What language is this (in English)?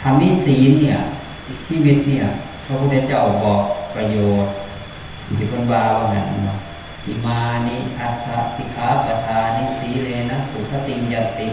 Northeastern Thai